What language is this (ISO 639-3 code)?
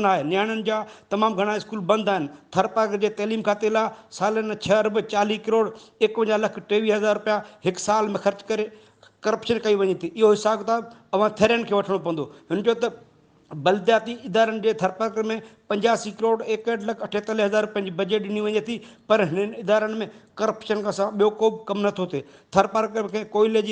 snd